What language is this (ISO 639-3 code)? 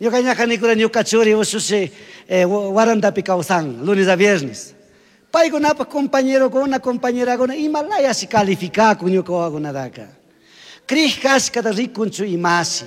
qug